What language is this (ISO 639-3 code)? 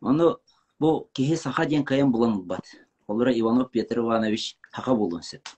sah